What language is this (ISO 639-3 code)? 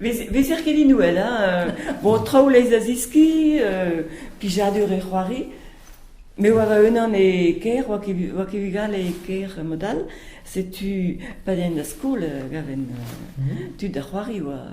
bre